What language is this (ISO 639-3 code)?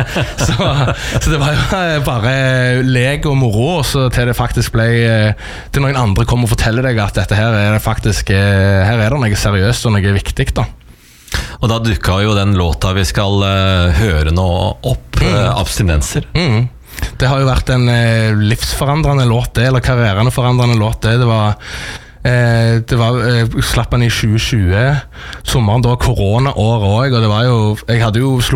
nor